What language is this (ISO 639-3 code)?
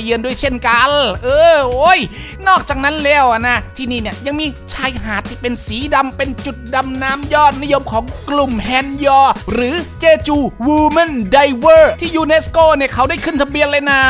tha